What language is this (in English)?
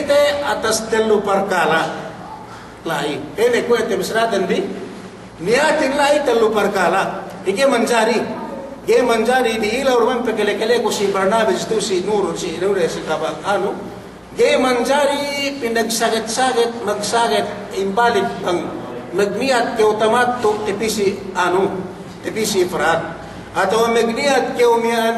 Yakan